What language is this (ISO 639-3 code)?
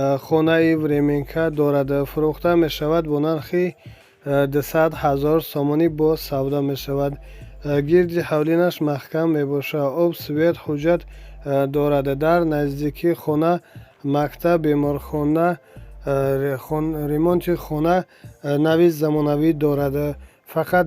tgk